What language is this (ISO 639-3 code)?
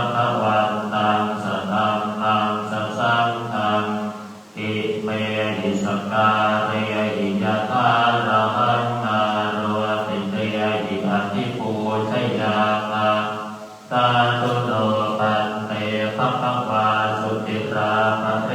pli